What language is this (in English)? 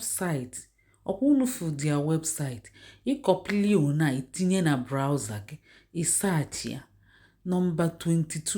Igbo